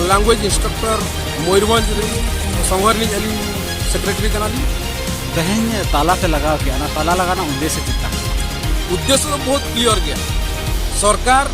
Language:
Santali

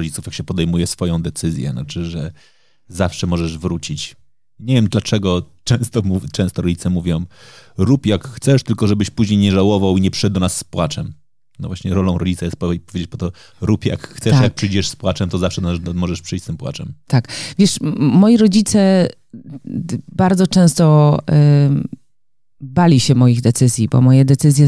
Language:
Polish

